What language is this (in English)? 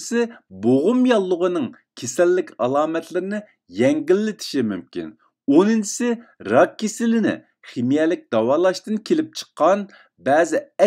Uyghur